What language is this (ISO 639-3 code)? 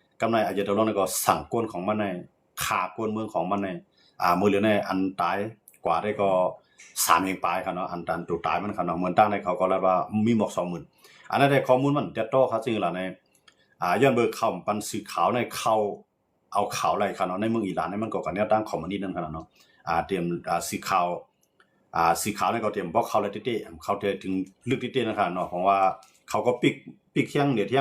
shn